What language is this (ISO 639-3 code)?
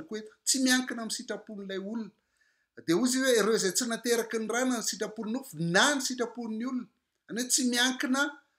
mlg